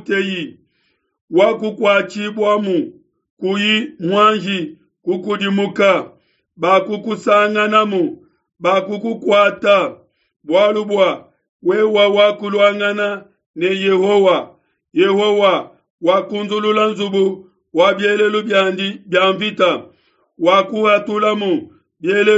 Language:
Luba-Lulua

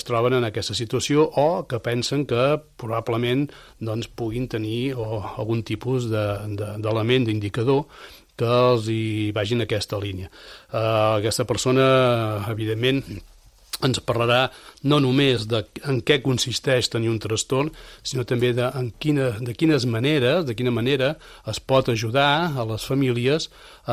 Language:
Catalan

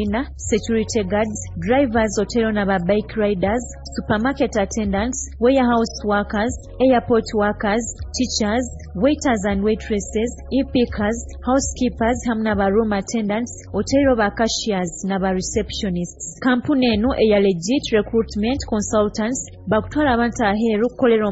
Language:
Nyoro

